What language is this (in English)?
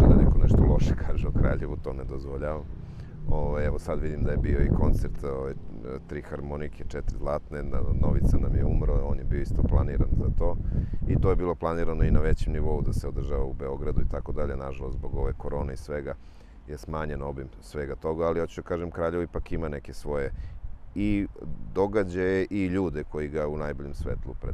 Serbian